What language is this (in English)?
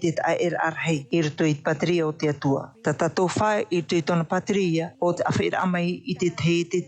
Tahitian